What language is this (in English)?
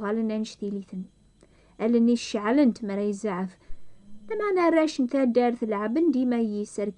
Kabyle